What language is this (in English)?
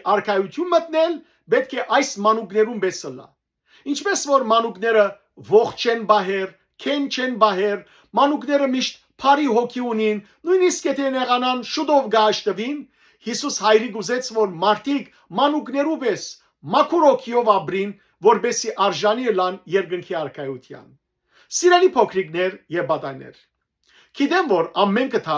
Western Armenian